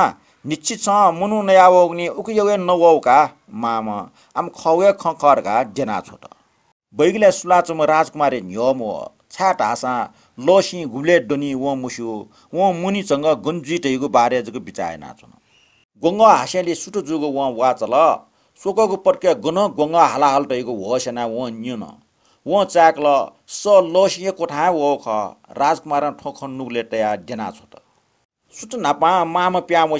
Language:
Newari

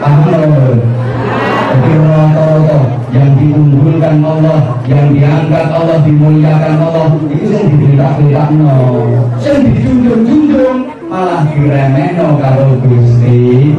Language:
Javanese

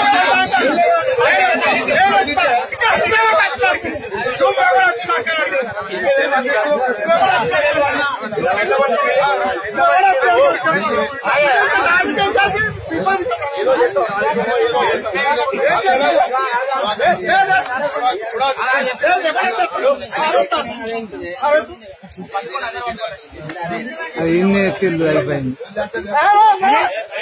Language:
Telugu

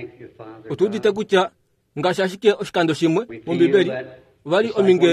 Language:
Kuanyama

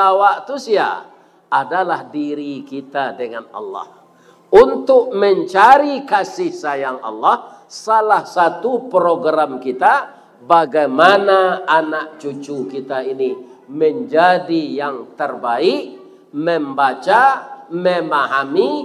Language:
Minangkabau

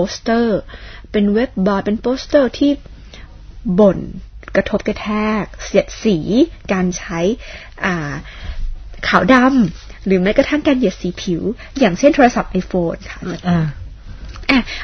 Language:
Thai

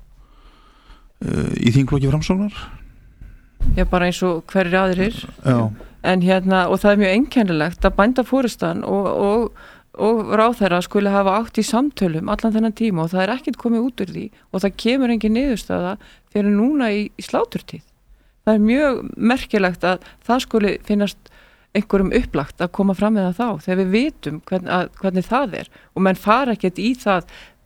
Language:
Icelandic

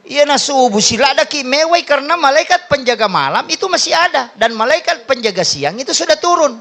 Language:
Buginese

